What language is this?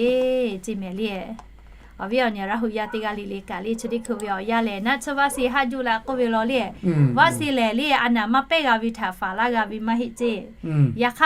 Lahu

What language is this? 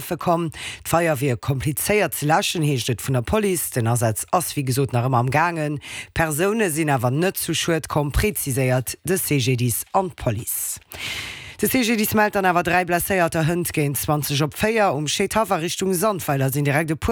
Luxembourgish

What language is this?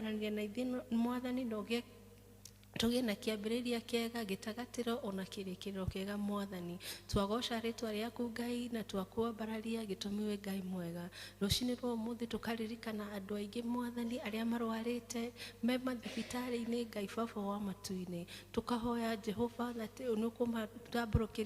Kikuyu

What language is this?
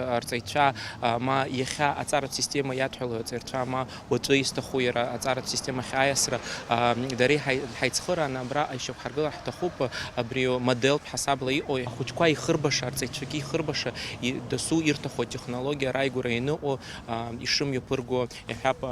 Abkhazian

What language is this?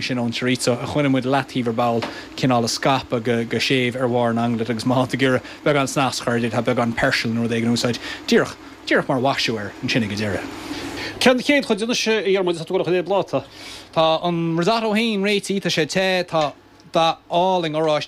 Irish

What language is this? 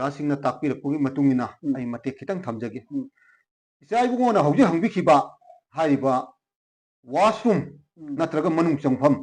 Manipuri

